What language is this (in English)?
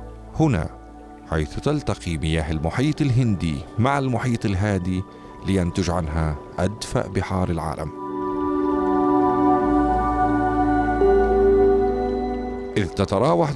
Arabic